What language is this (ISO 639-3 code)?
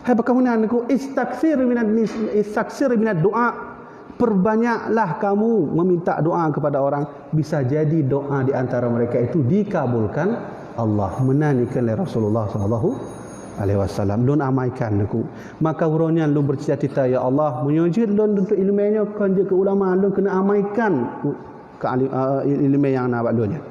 ace